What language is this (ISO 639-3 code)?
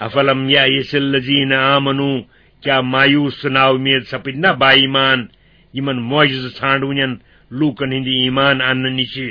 kas